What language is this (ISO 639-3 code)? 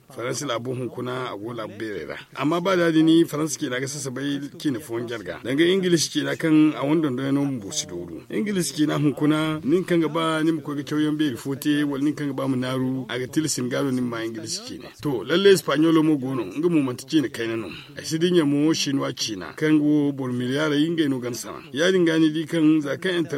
dje